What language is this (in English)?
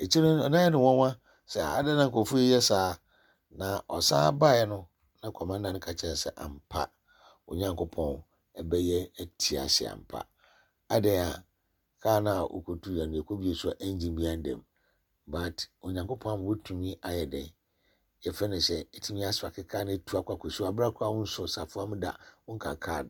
Akan